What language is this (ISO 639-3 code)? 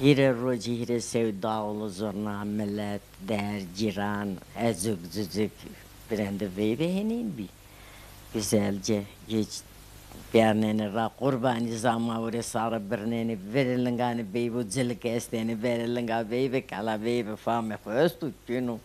zza